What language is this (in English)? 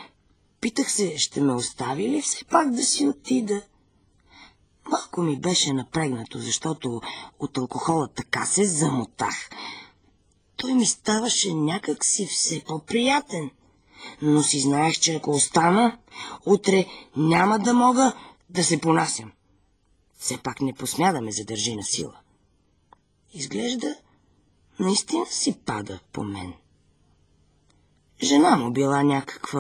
Bulgarian